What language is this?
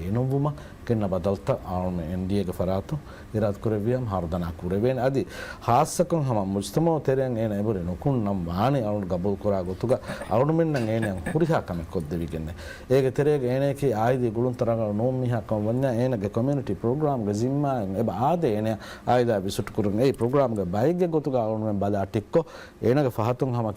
Divehi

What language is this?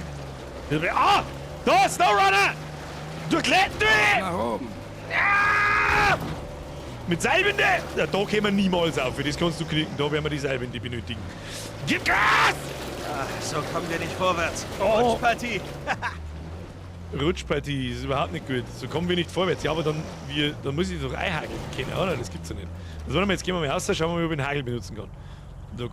Bavarian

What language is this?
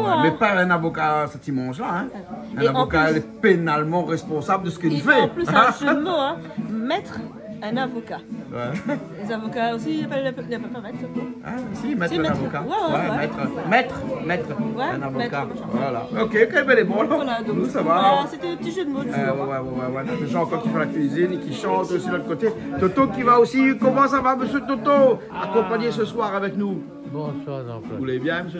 Réunion Creole French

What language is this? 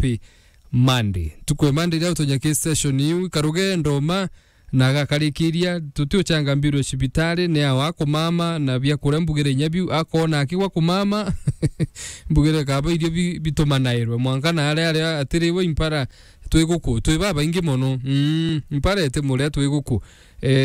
Meru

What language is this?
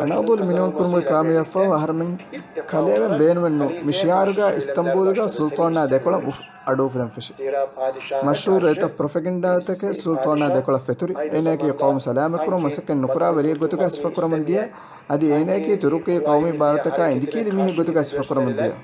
Divehi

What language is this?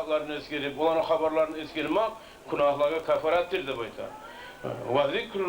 Kumyk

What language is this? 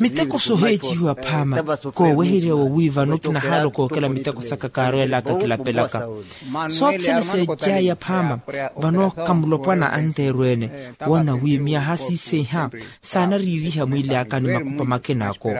Makhuwa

